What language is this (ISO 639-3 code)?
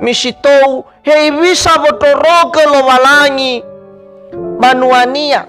nia